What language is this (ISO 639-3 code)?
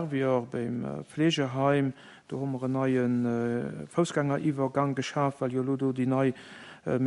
ltz